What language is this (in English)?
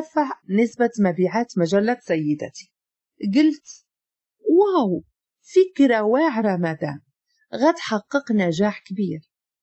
Moroccan Arabic